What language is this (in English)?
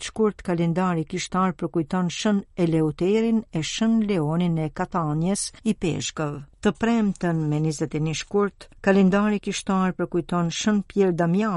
Albanian